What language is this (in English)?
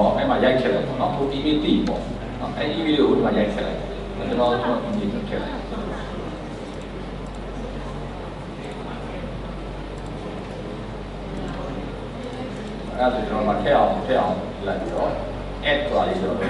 Burmese